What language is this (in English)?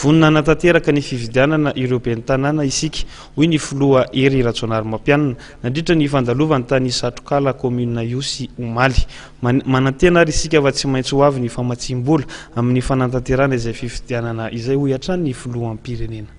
Malagasy